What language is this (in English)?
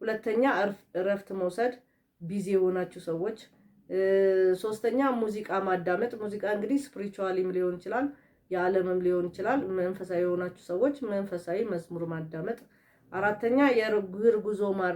Amharic